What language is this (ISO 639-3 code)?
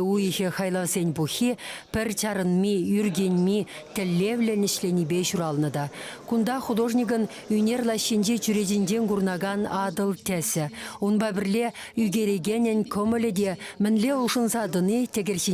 chv